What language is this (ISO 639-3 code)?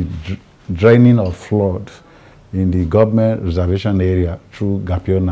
pcm